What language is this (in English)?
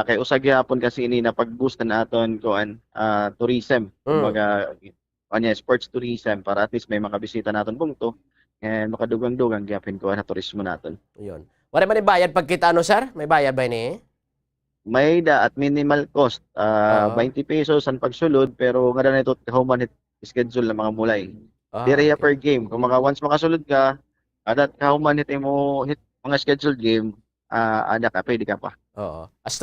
Waray